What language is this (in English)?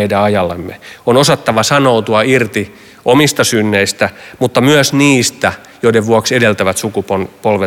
Finnish